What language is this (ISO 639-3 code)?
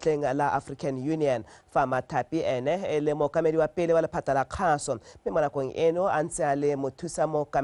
tsn